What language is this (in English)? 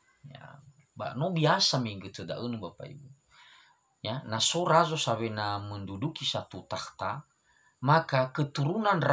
Nias